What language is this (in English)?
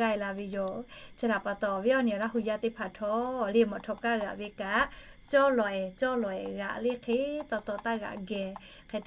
Lahu